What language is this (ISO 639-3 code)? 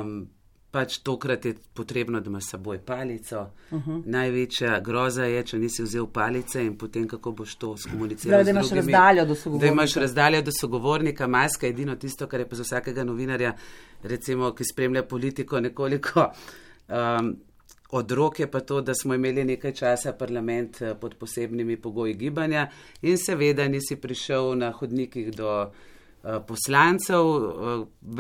slv